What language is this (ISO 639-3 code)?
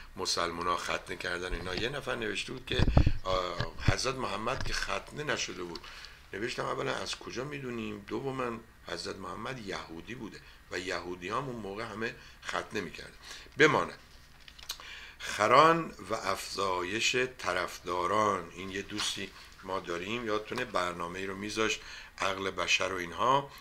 fas